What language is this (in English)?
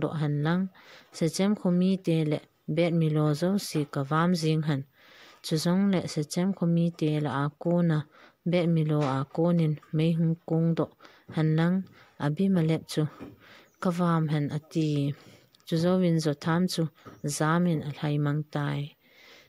Thado Chin